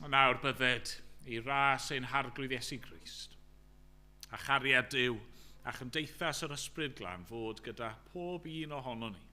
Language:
Welsh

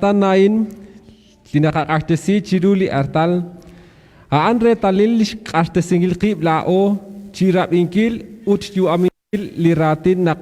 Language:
Kekchí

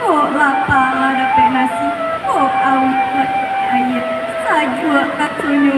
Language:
Minangkabau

